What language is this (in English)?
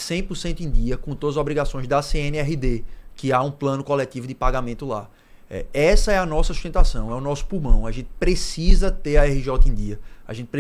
Portuguese